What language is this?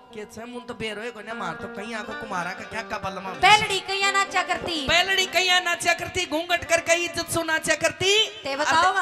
Haryanvi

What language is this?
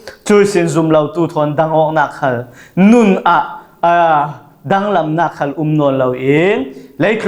Falam Chin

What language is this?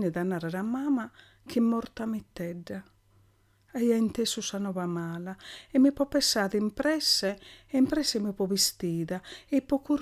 Sardinian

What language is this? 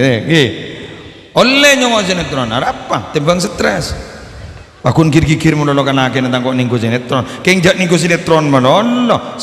Madurese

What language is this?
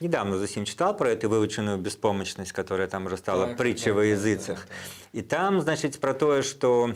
Belarusian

